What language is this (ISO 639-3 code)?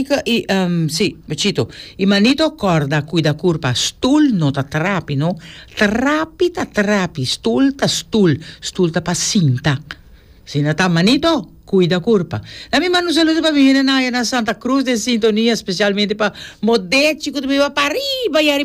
pap